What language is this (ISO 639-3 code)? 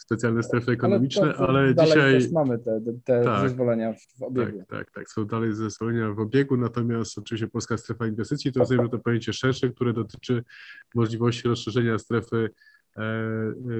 pol